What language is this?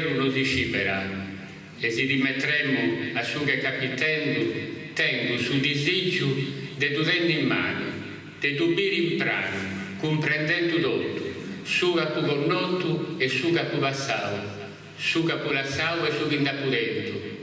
Sardinian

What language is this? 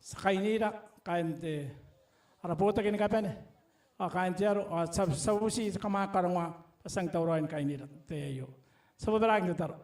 Gilbertese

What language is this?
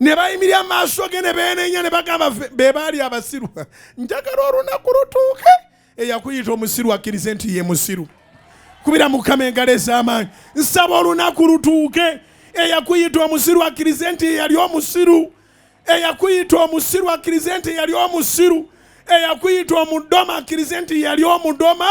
Ganda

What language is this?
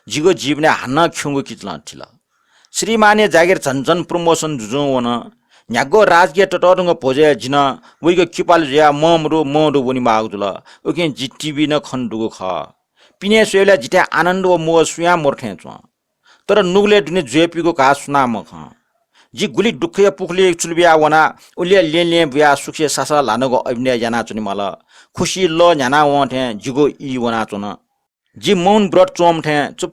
Newari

